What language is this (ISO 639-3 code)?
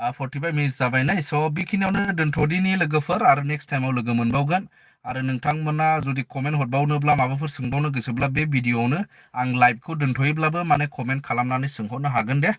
brx